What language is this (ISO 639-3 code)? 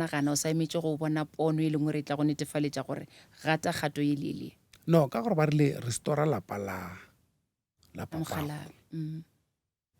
nso